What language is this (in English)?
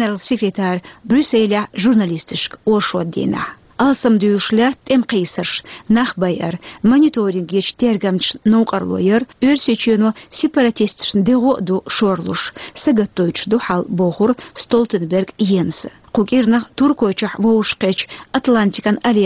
Chechen